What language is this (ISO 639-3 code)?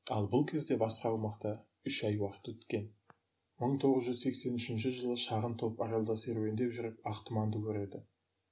kaz